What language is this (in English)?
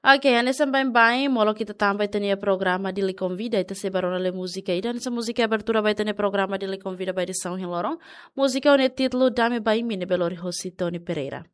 Tetum